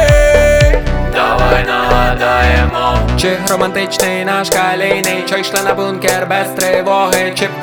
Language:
Ukrainian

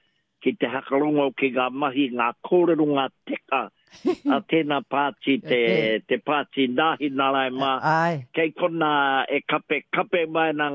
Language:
Māori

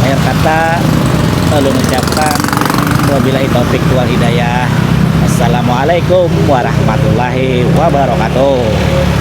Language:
Banjar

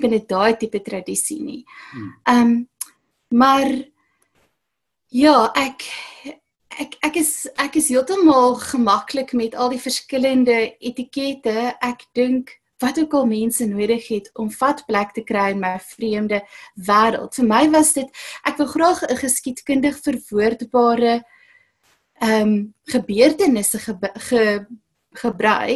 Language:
Afrikaans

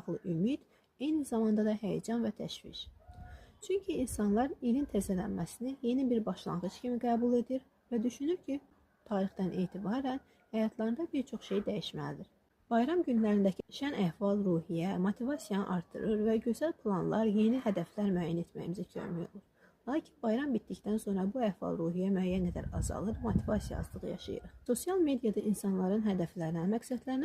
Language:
Azerbaijani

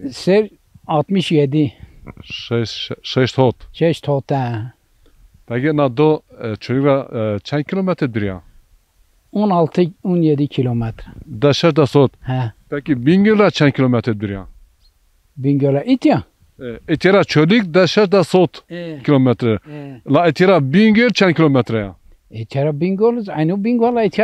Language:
Zaza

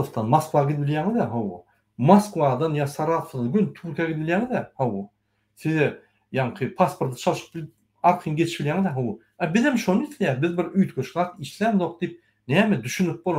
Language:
Turkmen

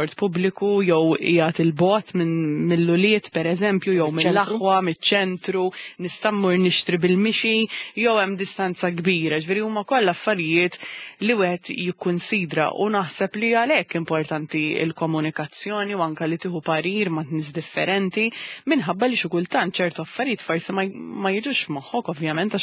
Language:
Maltese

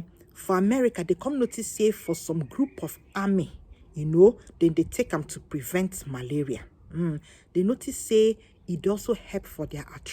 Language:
Nigerian Pidgin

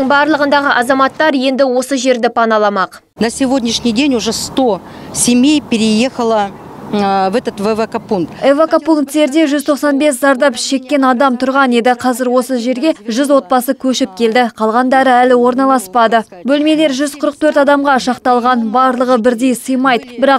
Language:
Kazakh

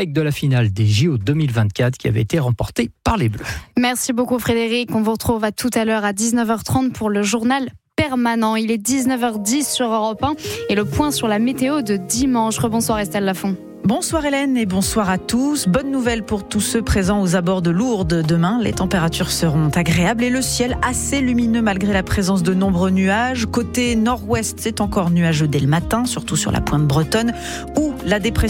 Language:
French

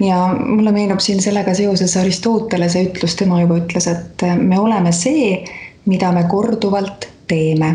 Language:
Estonian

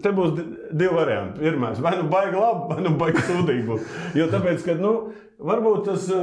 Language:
Latvian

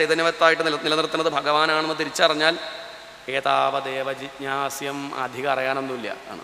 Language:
Malayalam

